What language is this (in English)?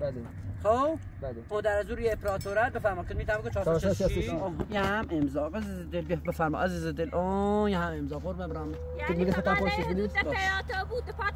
Persian